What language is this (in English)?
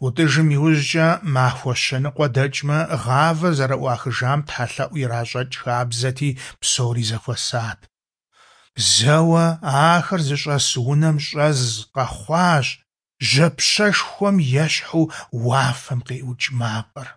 Kabardian